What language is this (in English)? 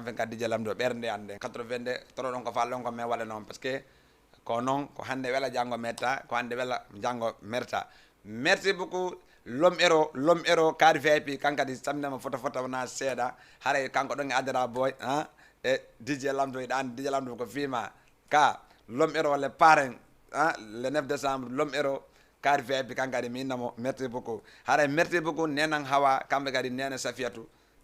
Fula